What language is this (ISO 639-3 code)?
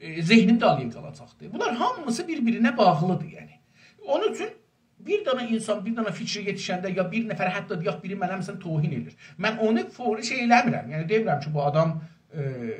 azb